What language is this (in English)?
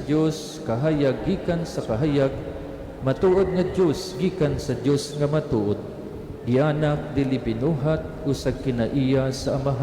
Cebuano